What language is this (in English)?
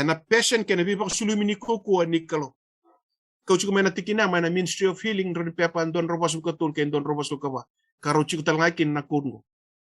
Fijian